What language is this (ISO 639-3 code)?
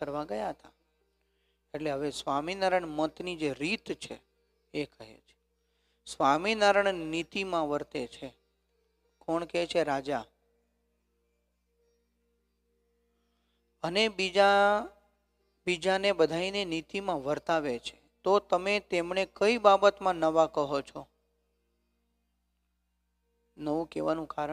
guj